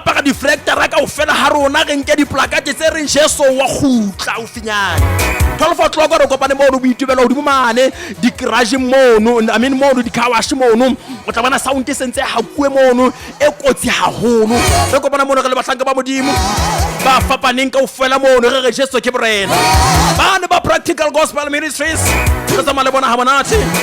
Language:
Southern Sotho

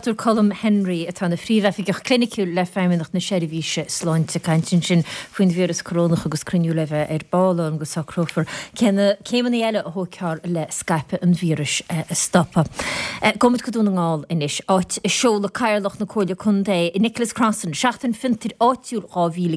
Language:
Irish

